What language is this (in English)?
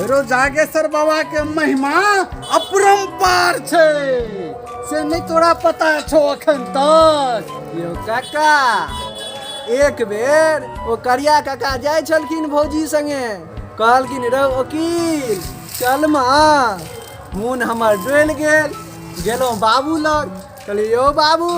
Maithili